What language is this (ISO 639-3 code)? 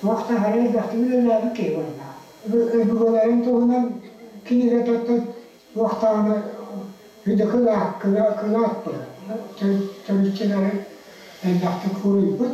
sah